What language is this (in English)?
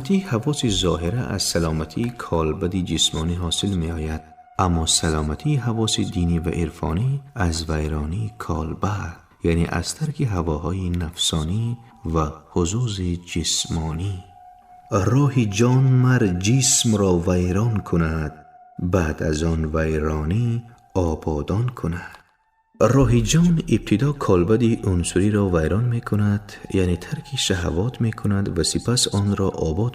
Tajik